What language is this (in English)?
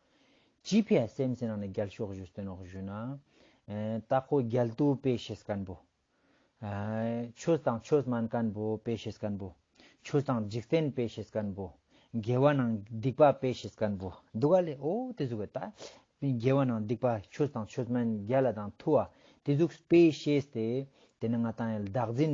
Ladakhi